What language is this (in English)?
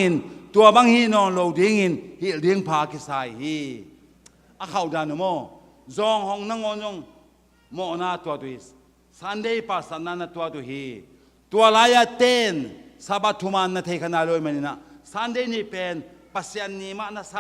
Tedim Chin